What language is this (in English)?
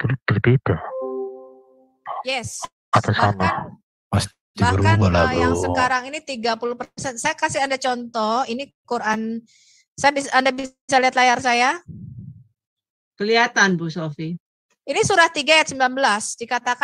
Indonesian